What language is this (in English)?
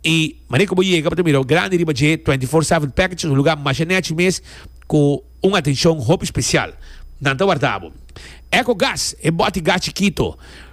Papiamento